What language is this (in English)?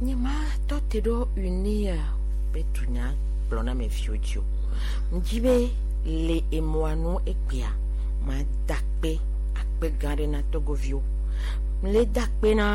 Gen